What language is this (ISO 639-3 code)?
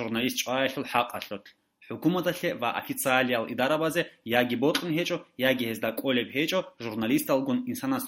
ava